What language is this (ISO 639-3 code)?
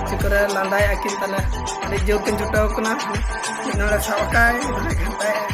sat